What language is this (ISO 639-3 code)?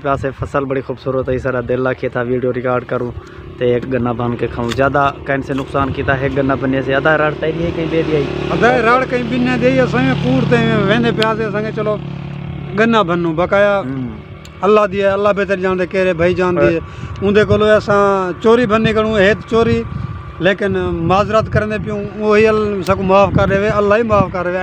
skr